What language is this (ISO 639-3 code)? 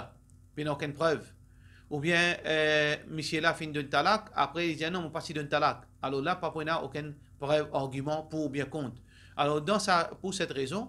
mfe